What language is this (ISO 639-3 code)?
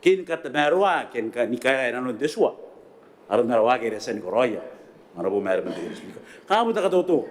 gil